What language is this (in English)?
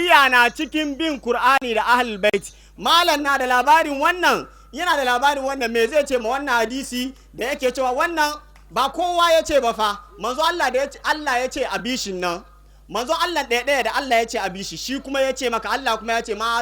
Hausa